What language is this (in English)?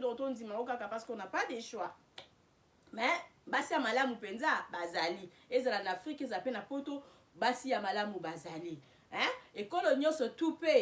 Lingala